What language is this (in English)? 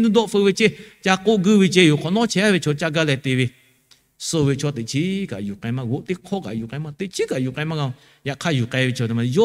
Lahu